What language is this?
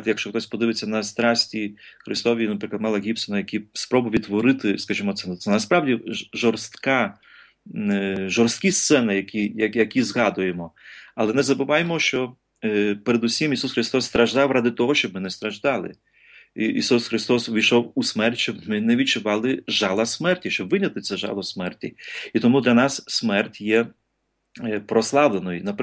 Ukrainian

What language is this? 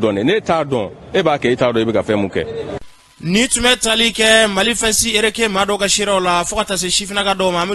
Bambara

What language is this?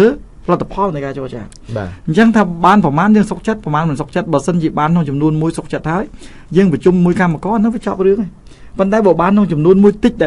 Khmer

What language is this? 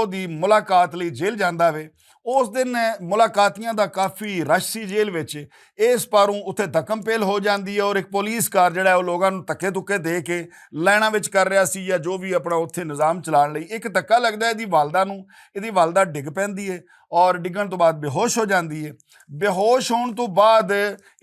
Western Panjabi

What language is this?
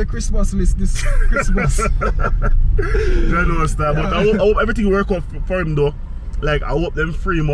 Jamaican Creole English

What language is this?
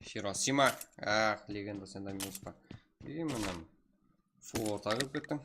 Kara-Kalpak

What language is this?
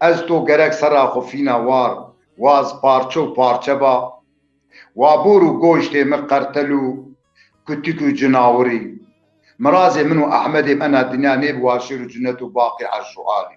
Zaza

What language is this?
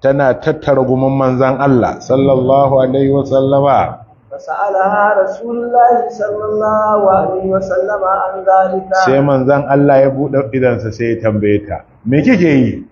Hausa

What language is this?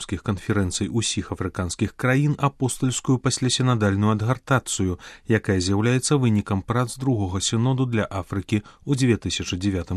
Belarusian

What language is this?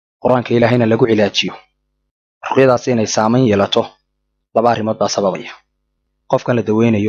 Somali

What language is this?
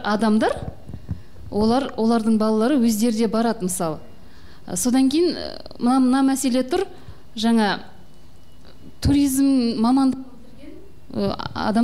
Kazakh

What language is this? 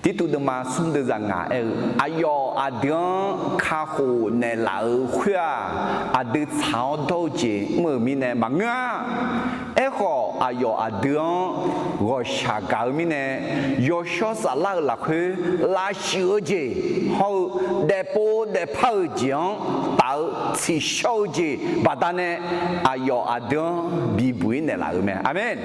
Akha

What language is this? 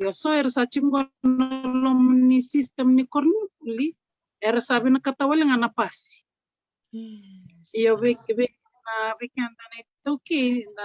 Fijian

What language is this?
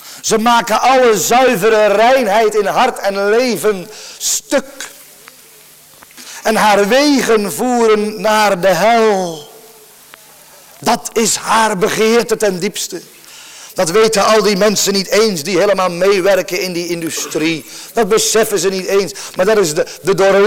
Dutch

